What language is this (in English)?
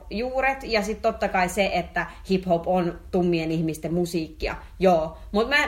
Finnish